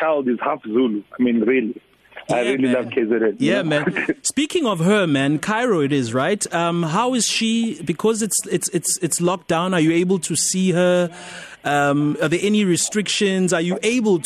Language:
English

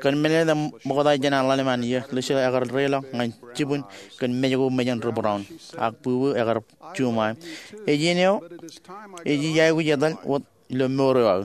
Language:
Marshallese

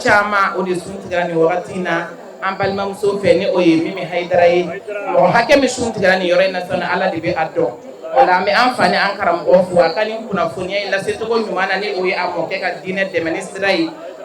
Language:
Bambara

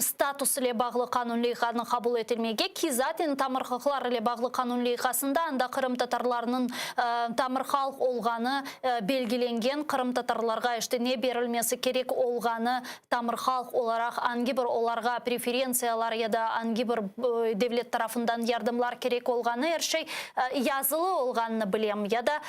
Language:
Crimean Tatar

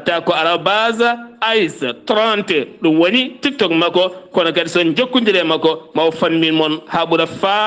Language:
Fula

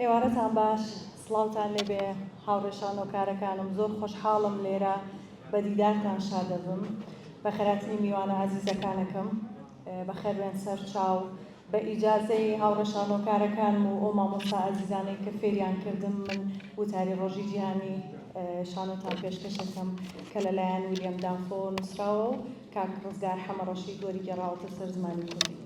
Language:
Central Kurdish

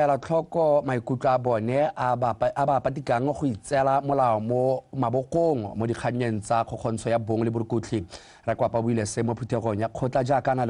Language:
Tswana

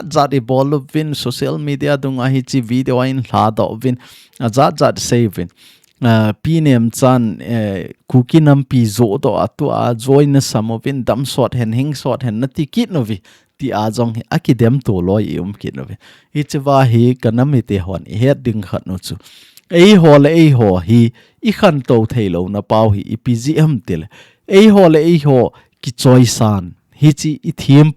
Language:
Thado Chin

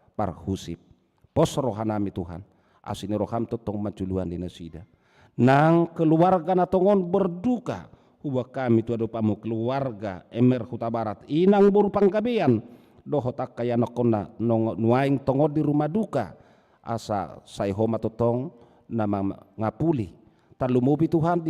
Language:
Batak Toba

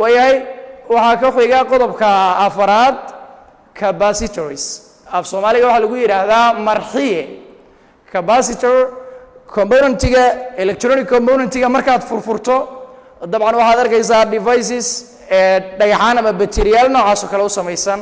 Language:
Somali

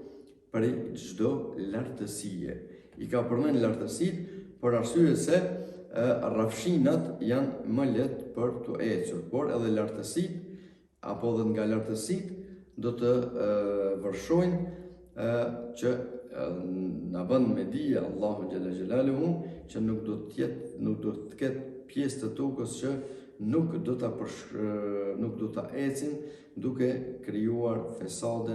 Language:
Albanian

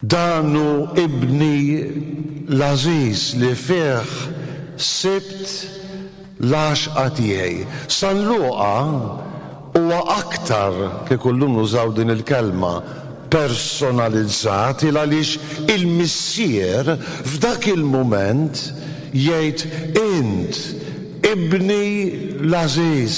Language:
Maltese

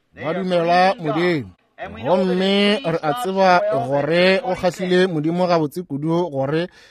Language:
Northern Sotho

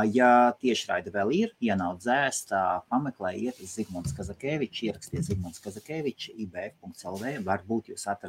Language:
Latvian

